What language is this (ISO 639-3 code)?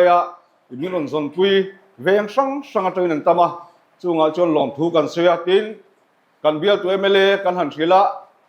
lus